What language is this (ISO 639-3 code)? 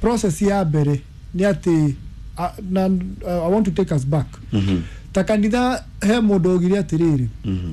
kik